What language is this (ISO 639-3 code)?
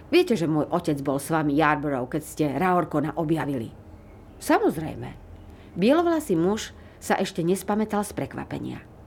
slk